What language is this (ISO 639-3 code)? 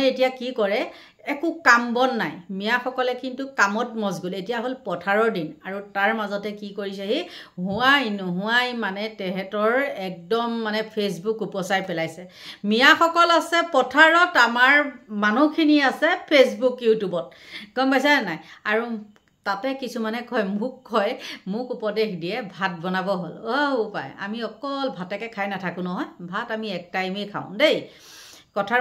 asm